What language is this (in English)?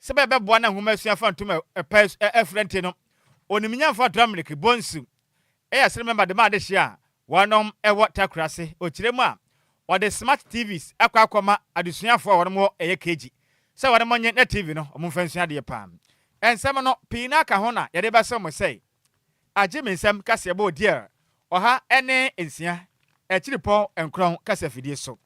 Akan